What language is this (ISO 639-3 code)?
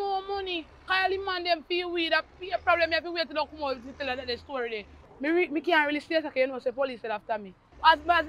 jam